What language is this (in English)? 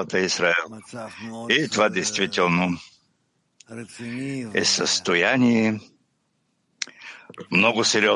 Bulgarian